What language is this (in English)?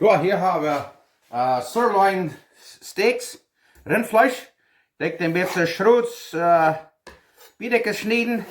Plautdietsch